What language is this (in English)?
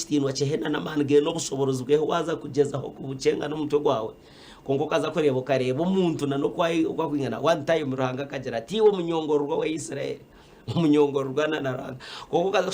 Nyankole